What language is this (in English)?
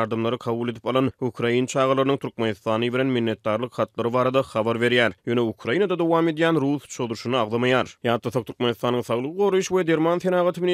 Turkmen